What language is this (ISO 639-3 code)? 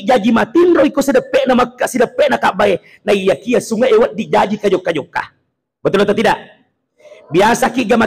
bug